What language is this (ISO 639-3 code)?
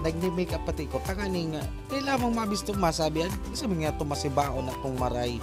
bik